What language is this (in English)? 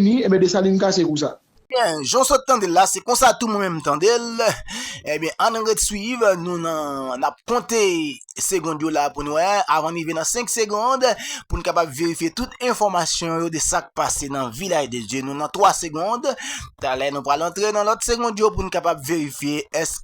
Haitian Creole